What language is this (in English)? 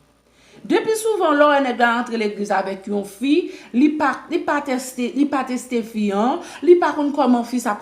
Haitian Creole